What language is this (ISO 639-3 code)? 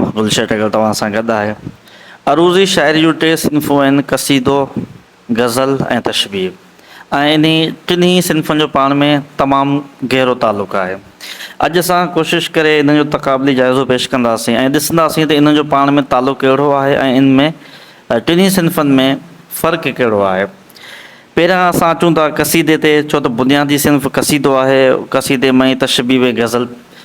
snd